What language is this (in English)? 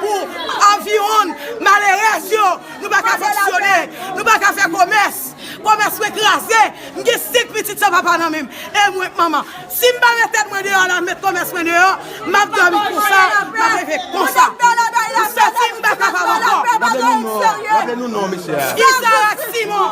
Haitian Creole